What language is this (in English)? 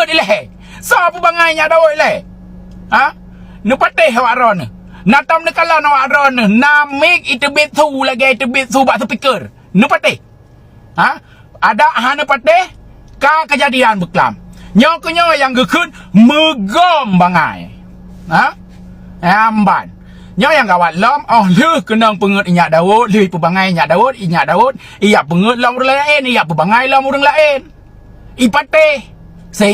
Achinese